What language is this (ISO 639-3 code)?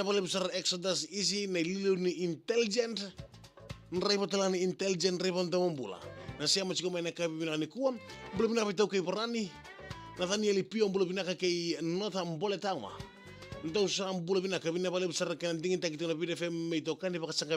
fij